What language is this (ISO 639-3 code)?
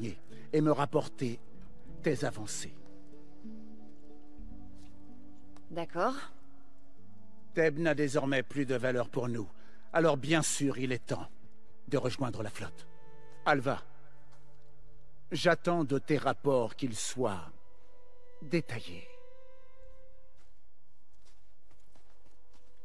fra